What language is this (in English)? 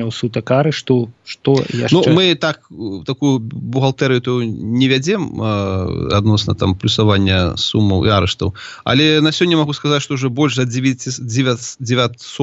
Belarusian